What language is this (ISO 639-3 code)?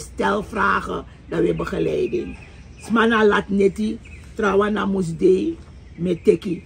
srn